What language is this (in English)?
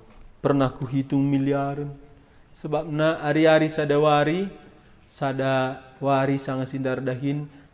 Batak Karo